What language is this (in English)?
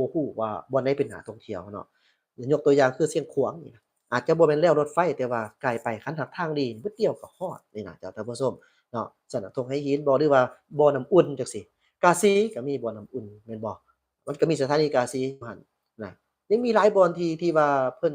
Lao